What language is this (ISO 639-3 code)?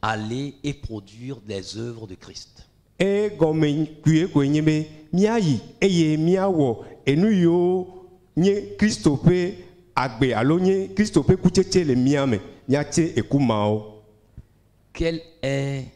ewe